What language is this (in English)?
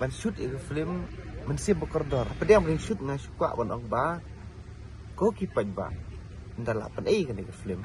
Khasi